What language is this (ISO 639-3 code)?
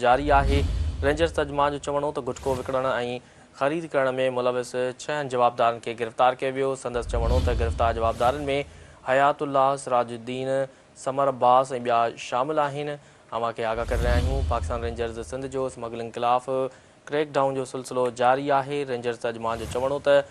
snd